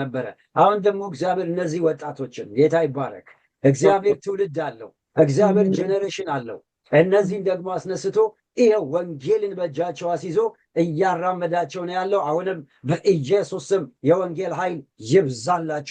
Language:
Amharic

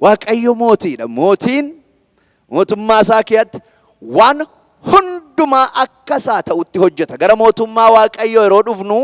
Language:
Oromo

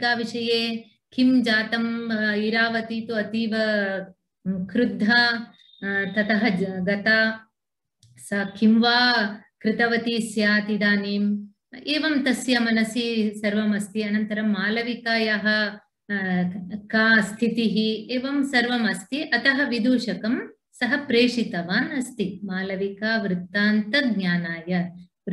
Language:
Sanskrit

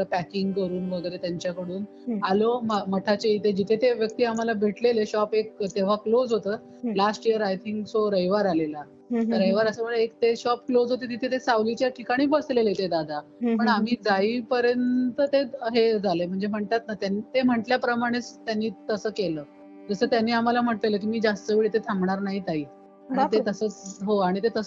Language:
Marathi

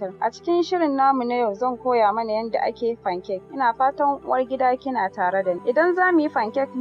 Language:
Hausa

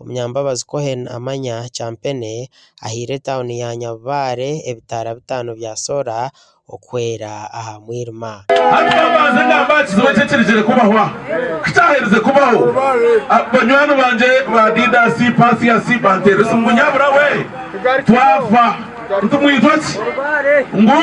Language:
Nyankole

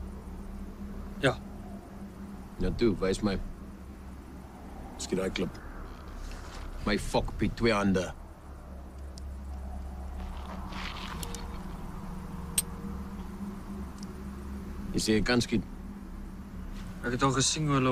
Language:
Afrikaans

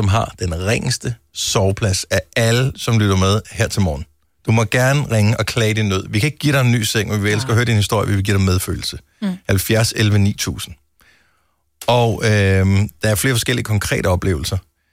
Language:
Danish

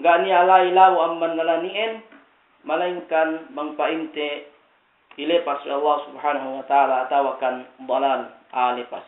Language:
Yakan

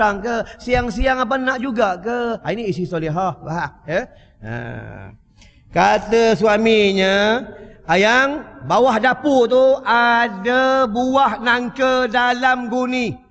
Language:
Malay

